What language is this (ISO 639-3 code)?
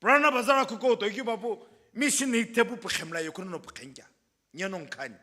nsm